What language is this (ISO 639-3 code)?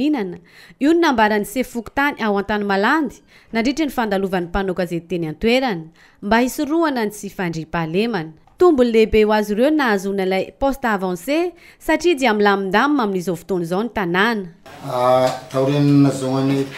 mlg